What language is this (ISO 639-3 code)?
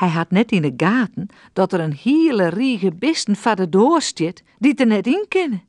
fry